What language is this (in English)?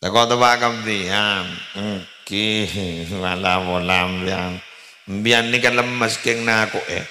Madurese